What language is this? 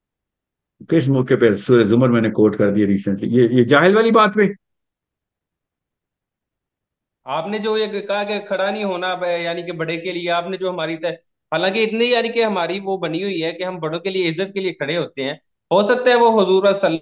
Urdu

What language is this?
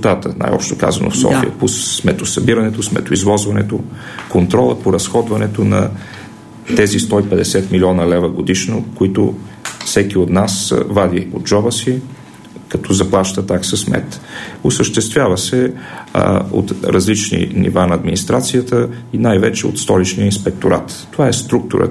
Bulgarian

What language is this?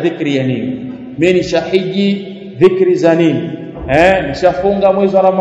Swahili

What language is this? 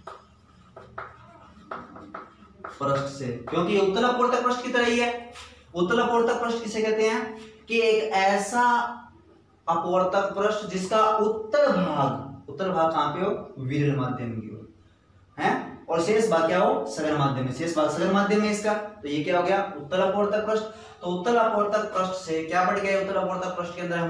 Hindi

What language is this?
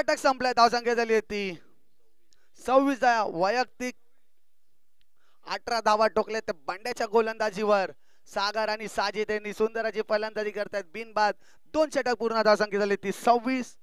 Marathi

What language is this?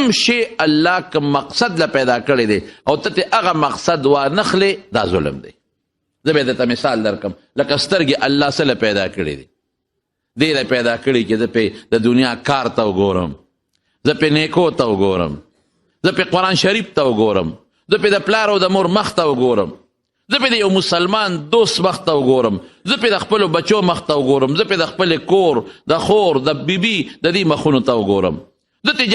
Pashto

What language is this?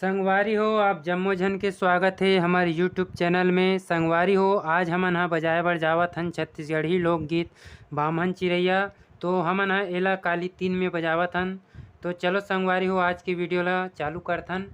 Chhattisgarhi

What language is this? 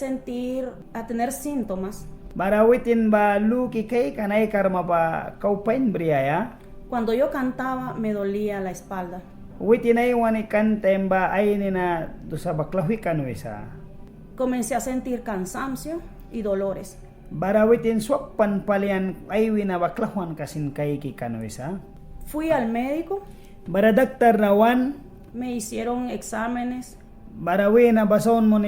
Mískito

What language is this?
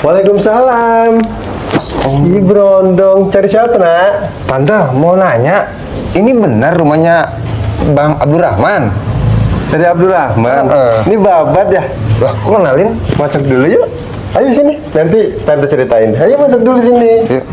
Betawi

